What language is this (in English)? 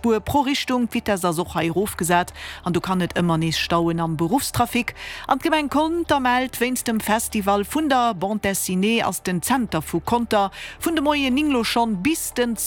Luxembourgish